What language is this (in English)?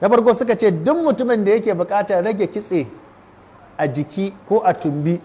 Hausa